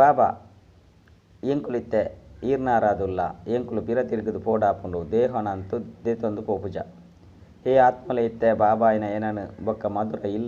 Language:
Tulu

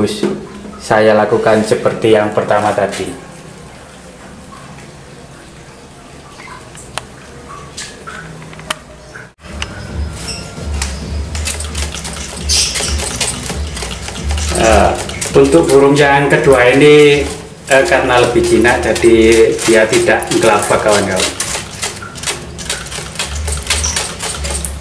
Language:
Indonesian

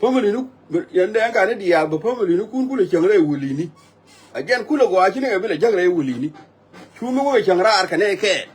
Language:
Nuer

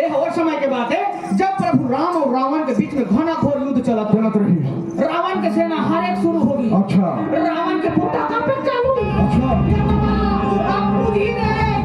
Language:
Chhattisgarhi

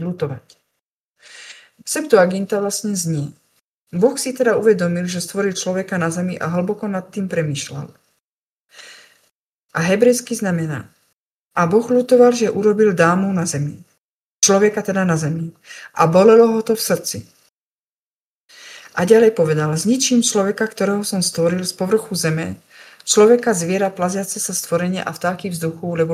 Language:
Slovak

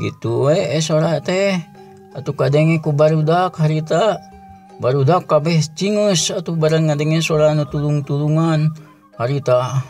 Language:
Sundanese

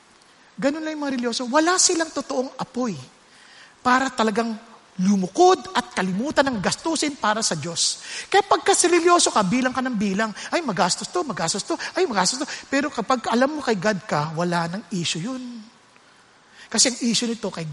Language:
Filipino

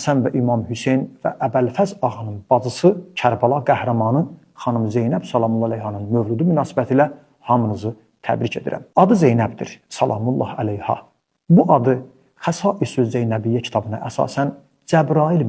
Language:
Azerbaijani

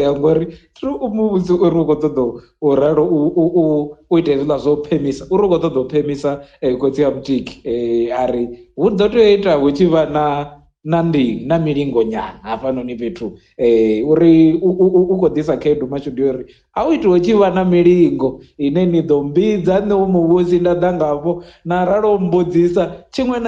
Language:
Venda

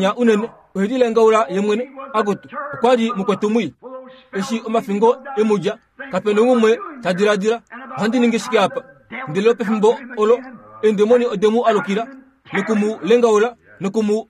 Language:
Kuanyama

